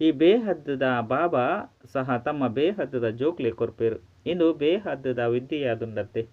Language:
Tulu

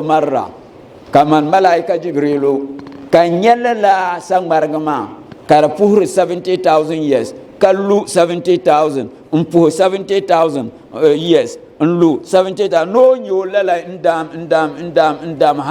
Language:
Dagbani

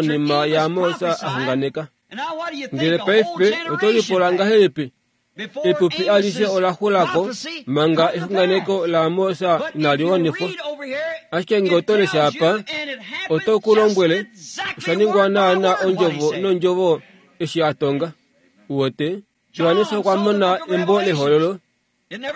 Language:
Kuanyama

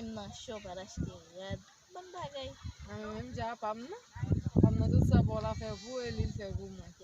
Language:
Haitian Creole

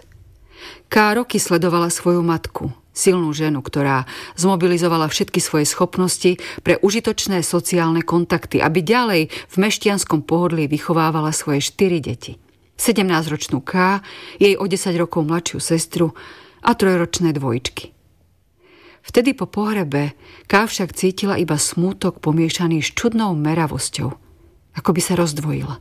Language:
Slovak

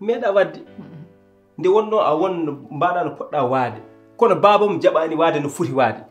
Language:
Fula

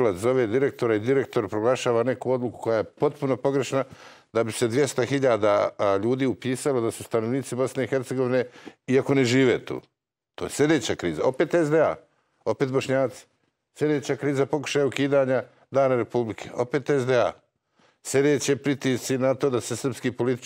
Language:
Serbian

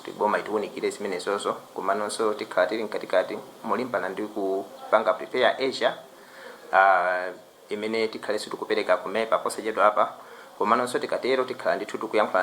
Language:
Nyanja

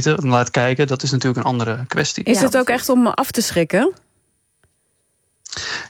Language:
Dutch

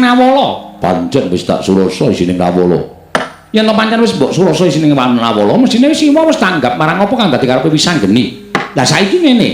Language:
Javanese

